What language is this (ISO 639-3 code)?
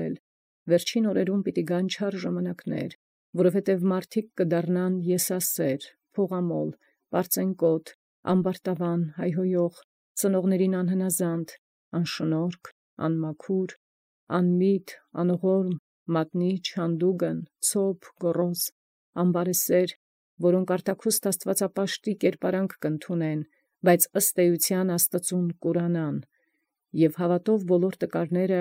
hye